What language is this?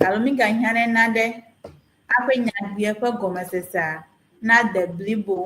Ewe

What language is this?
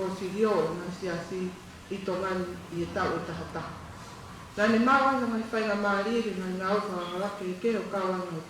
Tongan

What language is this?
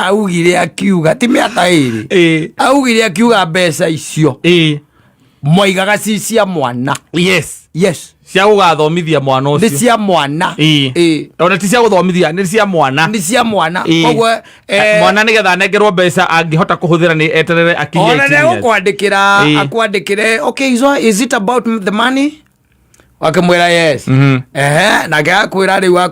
Kikuyu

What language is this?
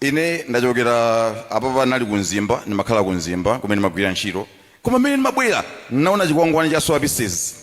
Nyanja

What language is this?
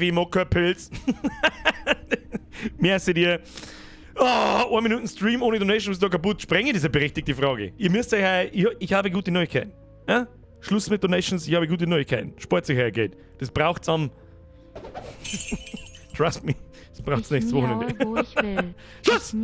Bavarian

